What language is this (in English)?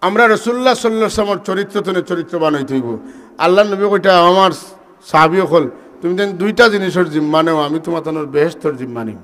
Sylheti